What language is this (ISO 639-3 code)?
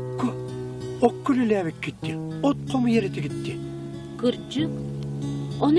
sah